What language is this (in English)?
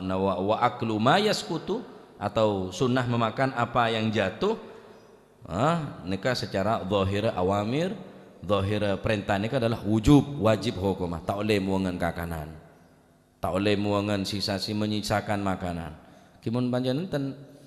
Madurese